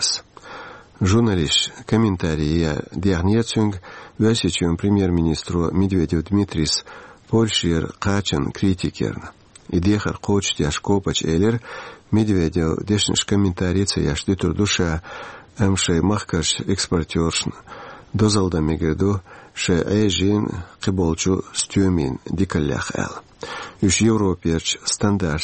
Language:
Chechen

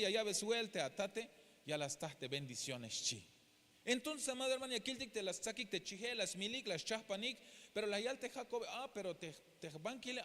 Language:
Tzeltal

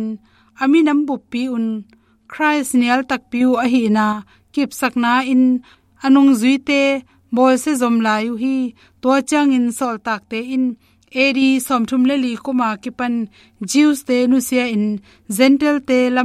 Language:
Tedim Chin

